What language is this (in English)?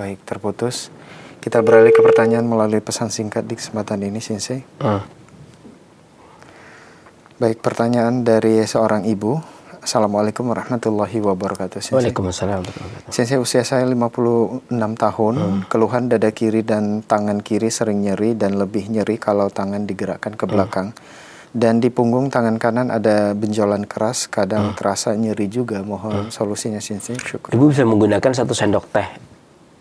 Indonesian